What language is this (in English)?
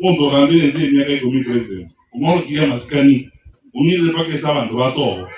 Gusii